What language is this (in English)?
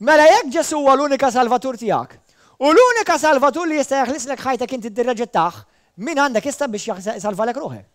Maltese